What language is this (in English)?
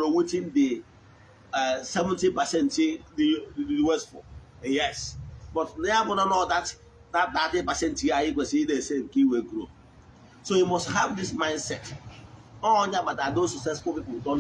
Igbo